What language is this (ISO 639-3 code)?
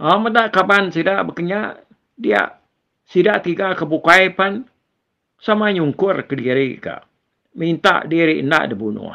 iba